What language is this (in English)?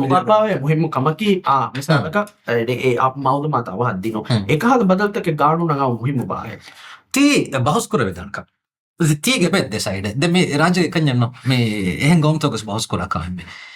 Divehi